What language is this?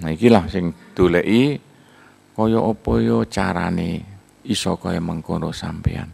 Javanese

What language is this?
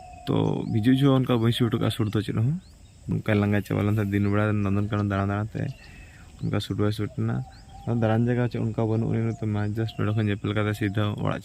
Santali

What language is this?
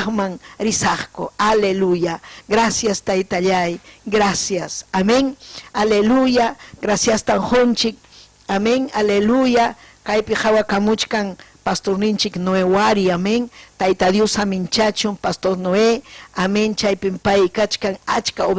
Ayacucho Quechua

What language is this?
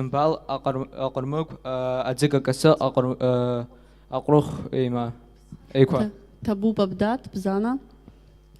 Abkhazian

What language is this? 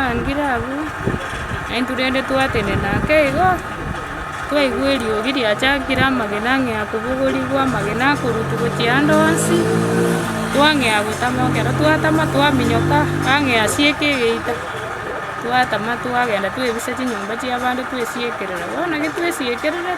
Gusii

